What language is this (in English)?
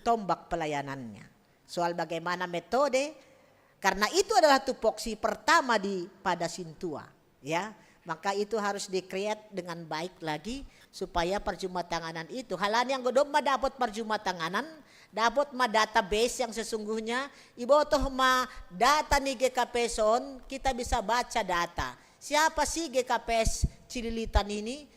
Batak Simalungun